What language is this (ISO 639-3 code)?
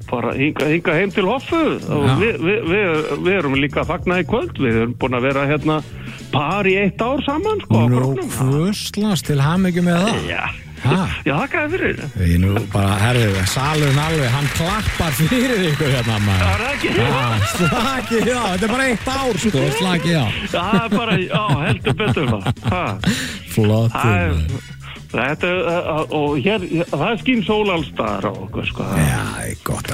isl